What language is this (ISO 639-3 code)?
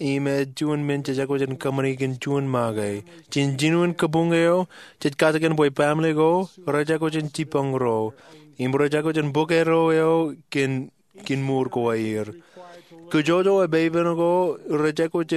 mah